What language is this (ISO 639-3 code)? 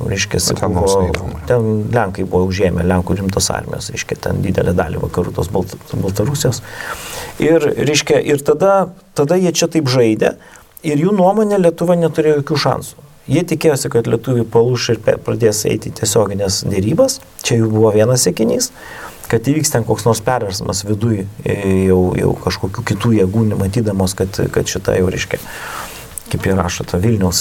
lit